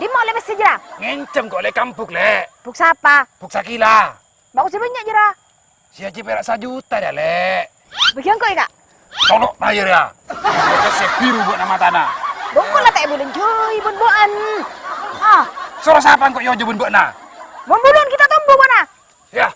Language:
Madurese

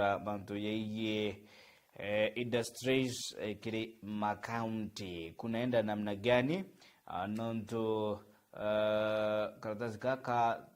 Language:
Meru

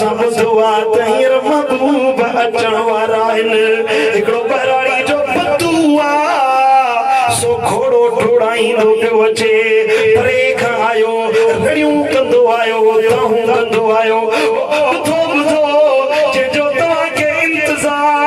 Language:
Sindhi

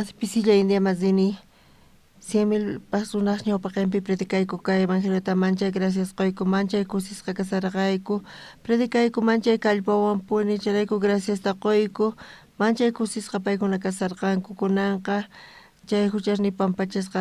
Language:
South Bolivian Quechua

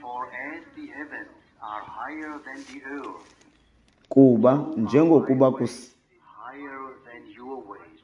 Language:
Xhosa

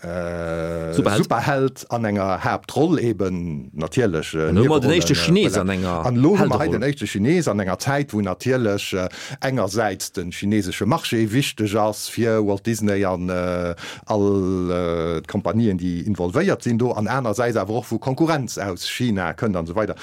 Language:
Luxembourgish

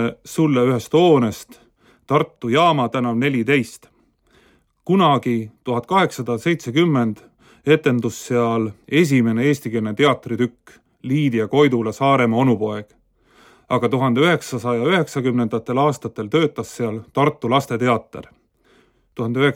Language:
Estonian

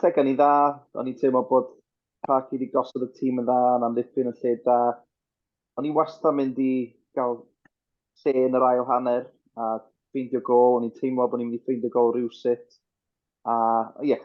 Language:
Welsh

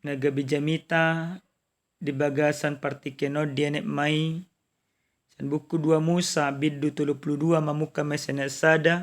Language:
Batak Toba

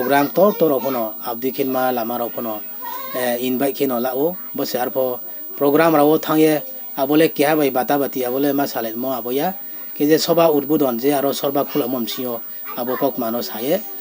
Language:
Riang (India)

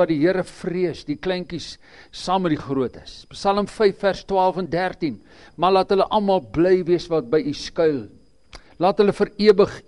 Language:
Afrikaans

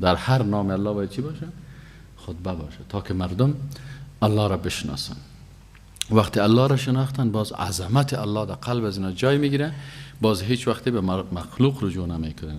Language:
Persian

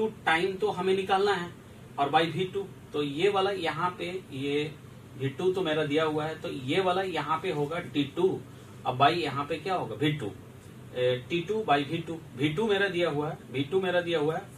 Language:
Hindi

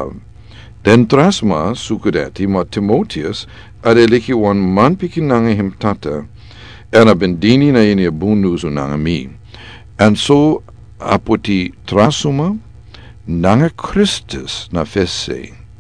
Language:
Sranan Tongo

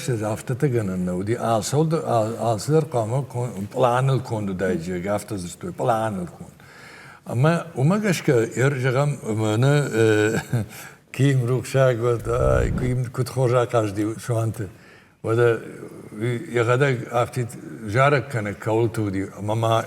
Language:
Ossetic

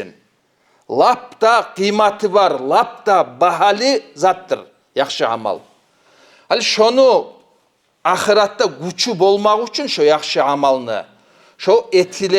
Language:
Kumyk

